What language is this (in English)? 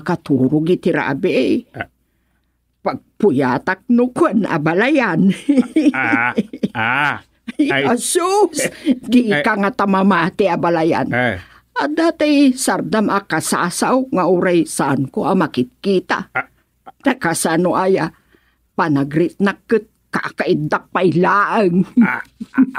Iloko